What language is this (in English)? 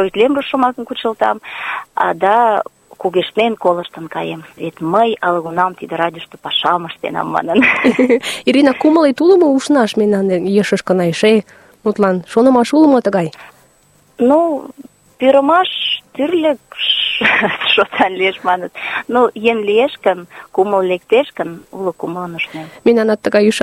Mari